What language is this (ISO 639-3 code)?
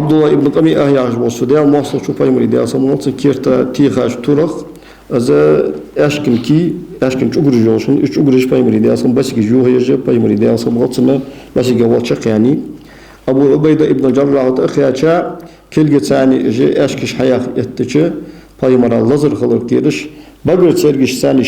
inh